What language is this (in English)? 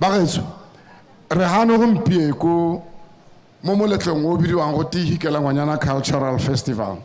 Tswana